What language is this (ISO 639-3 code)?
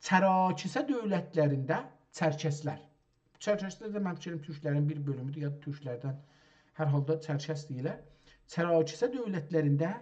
azb